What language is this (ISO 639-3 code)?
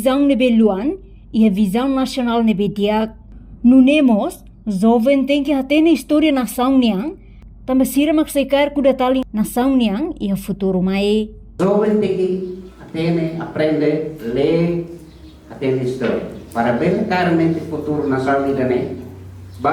tet